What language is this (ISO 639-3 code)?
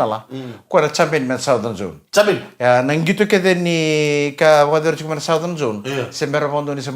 fij